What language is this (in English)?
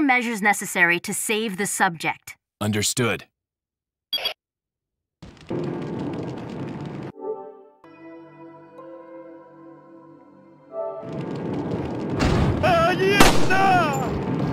English